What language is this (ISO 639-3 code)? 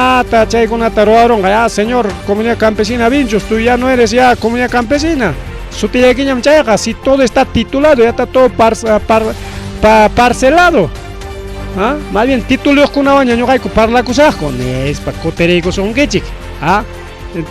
quy